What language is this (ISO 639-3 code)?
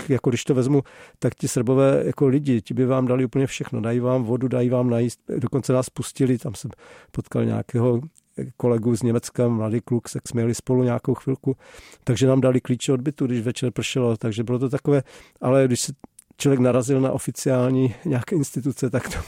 ces